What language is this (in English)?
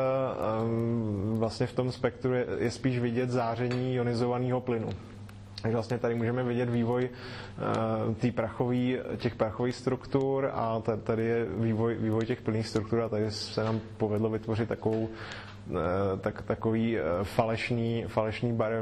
Czech